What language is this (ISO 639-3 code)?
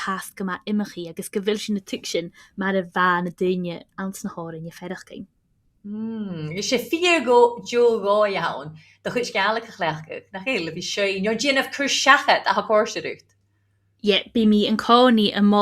gla